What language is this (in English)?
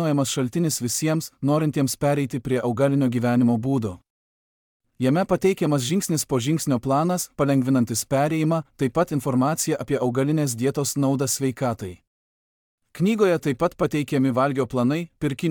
Lithuanian